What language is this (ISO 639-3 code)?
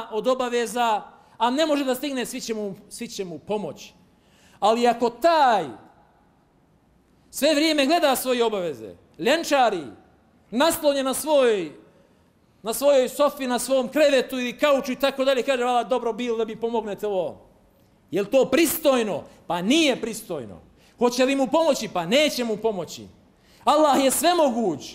bos